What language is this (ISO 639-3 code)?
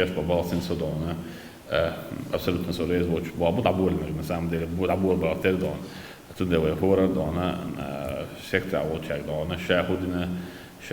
che